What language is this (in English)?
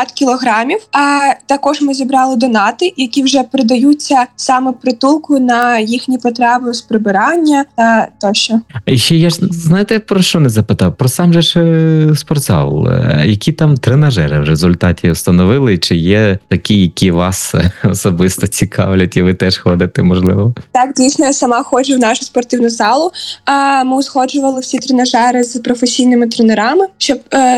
Ukrainian